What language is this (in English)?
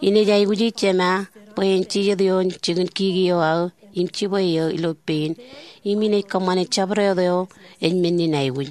Marshallese